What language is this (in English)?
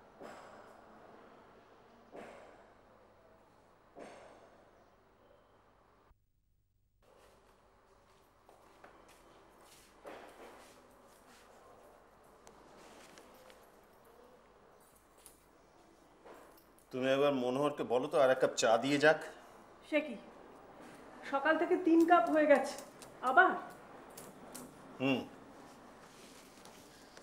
Bangla